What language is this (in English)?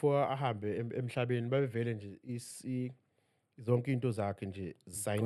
Zulu